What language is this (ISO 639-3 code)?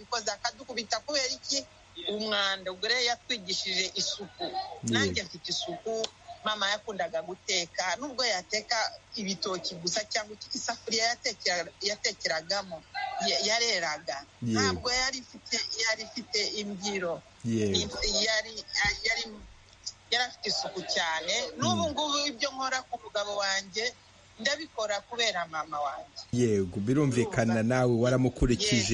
kin